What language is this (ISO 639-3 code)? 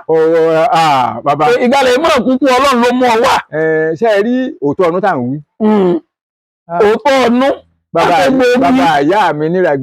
yor